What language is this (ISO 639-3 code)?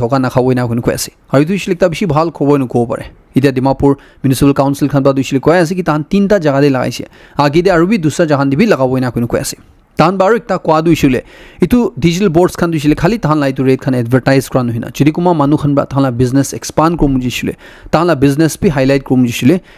nag